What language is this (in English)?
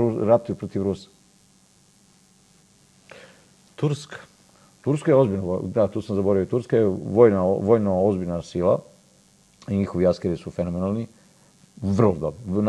Serbian